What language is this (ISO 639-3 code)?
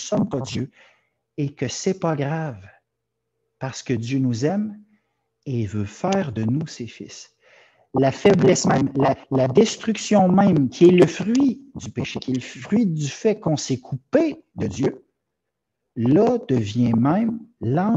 fra